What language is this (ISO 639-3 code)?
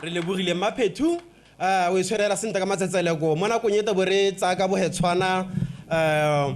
tsn